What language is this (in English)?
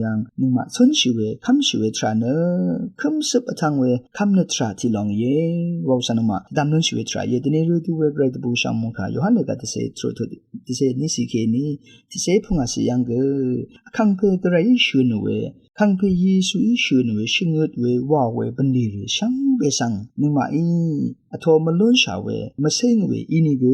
Rawang